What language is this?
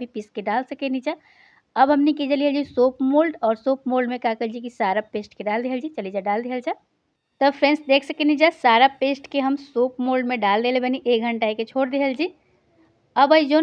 Bhojpuri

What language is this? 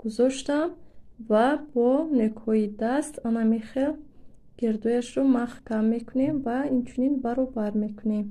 Tajik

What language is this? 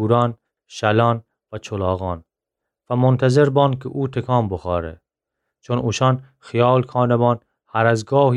Gilaki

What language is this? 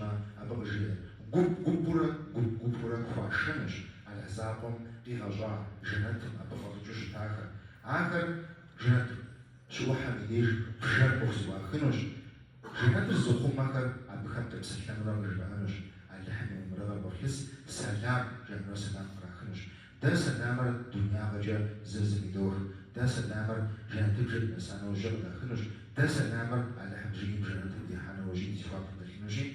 Kabardian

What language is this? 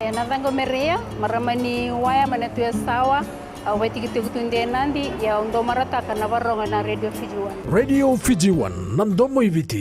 Fijian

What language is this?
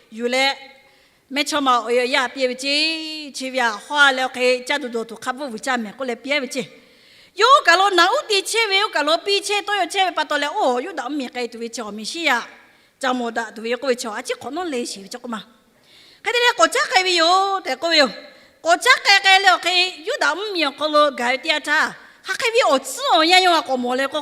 Lahu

